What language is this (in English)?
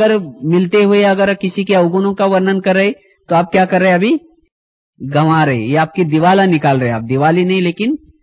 Hindi